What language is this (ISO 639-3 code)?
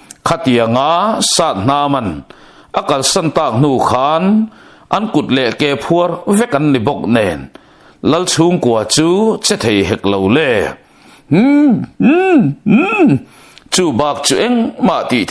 lus